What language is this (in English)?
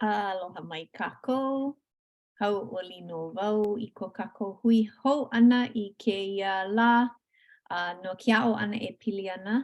Hawaiian